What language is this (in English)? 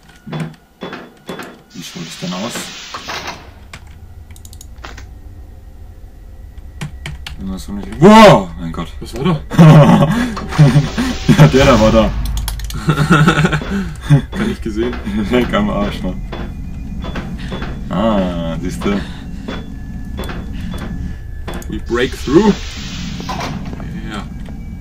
German